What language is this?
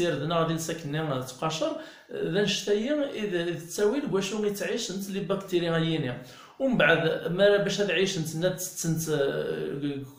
Kabyle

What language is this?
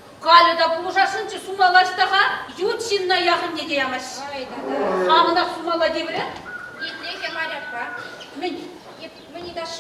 Chuvash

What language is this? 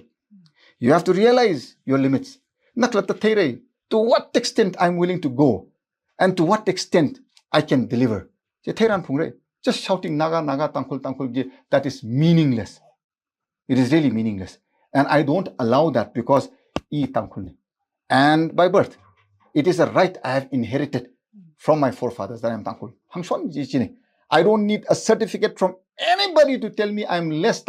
Tangkhul Naga (India)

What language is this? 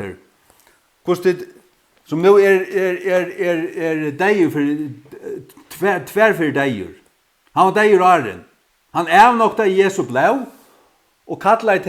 Faroese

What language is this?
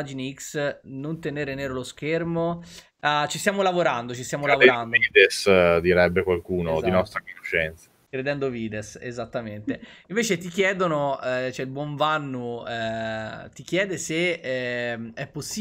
Italian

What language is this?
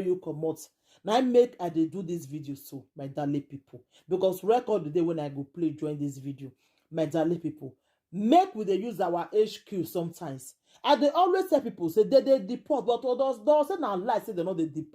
Nigerian Pidgin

